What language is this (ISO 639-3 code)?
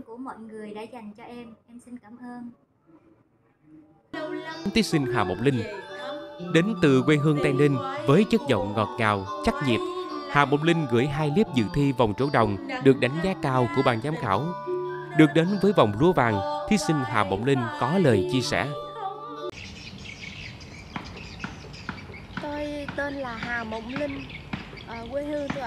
vie